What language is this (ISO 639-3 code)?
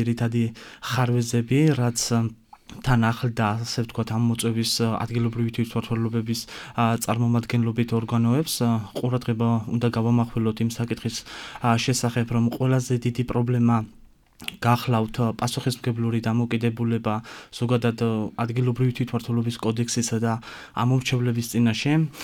kat